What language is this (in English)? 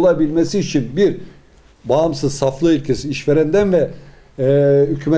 Turkish